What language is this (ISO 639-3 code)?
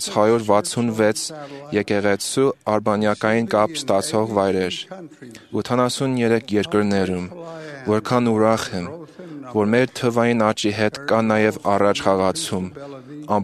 hye